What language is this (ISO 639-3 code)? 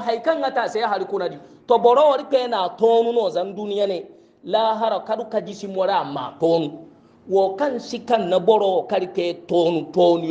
hau